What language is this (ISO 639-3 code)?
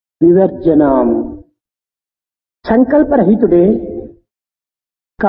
tel